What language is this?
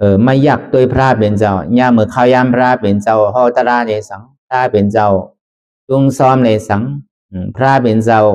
Shan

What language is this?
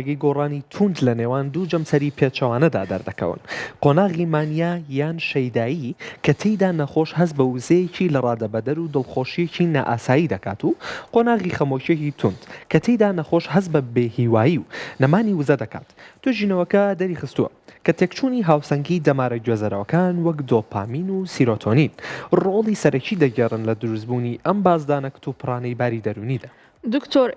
Central Kurdish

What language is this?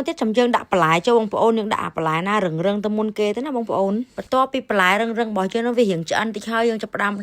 Khmer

